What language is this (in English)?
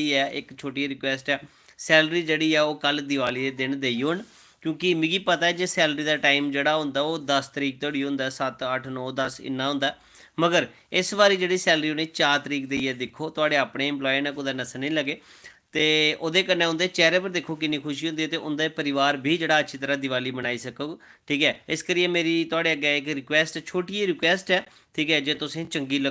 Dogri